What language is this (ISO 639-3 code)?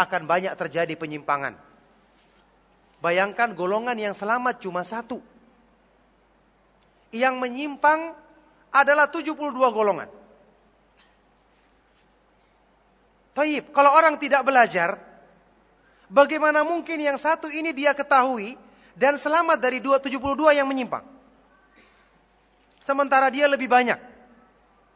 ind